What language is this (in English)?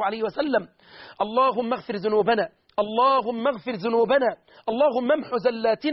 Arabic